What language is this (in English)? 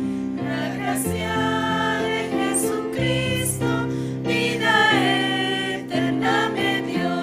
Aymara